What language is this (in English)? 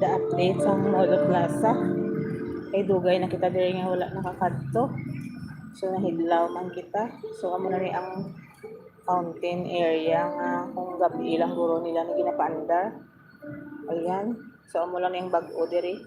Hiligaynon